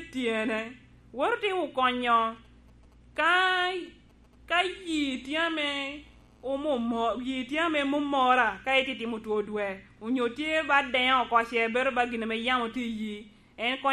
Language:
Lango (Uganda)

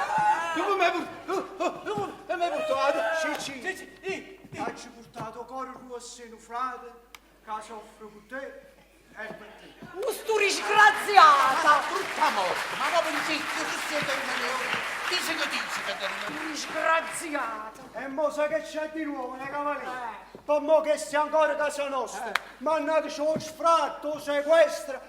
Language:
Neapolitan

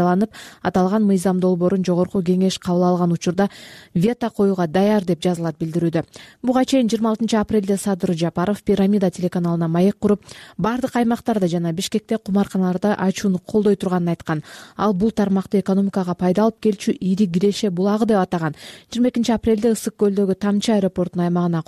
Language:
Kyrgyz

